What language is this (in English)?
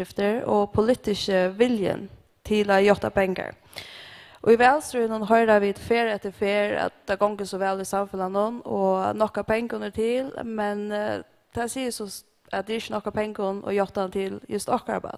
Faroese